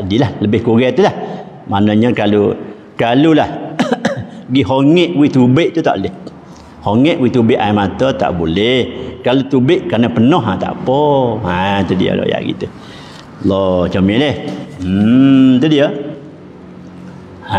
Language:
Malay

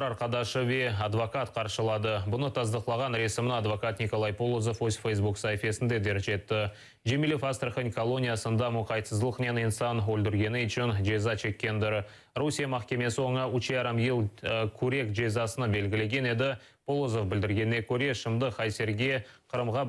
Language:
Crimean Tatar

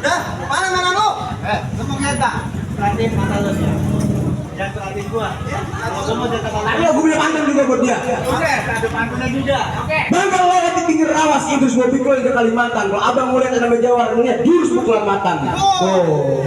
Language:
Betawi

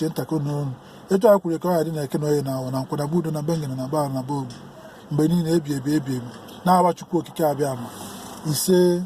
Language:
Igbo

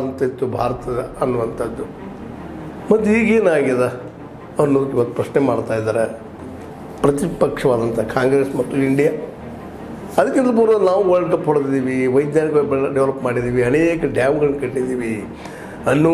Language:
Kannada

